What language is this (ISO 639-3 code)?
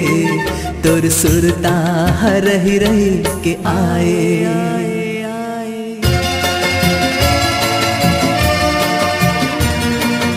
hne